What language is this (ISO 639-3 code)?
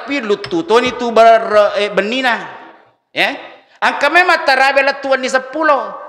bug